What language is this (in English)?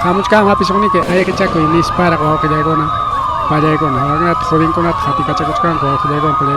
Ayacucho Quechua